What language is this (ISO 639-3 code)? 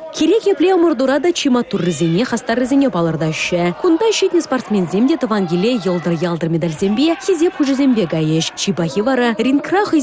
chv